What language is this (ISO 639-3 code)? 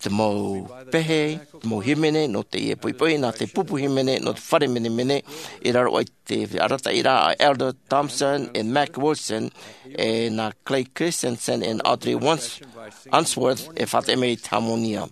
tah